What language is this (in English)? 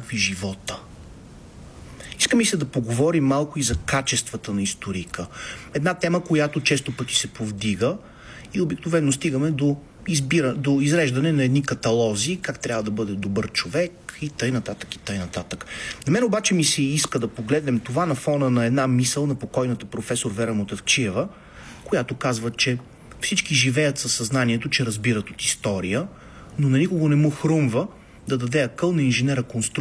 Bulgarian